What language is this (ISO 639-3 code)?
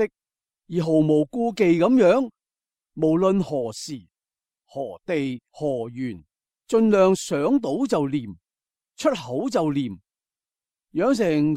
yue